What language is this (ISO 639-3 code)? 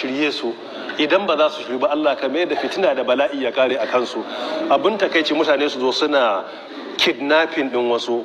hau